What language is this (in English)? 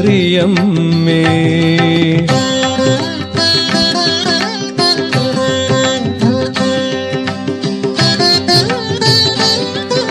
Malayalam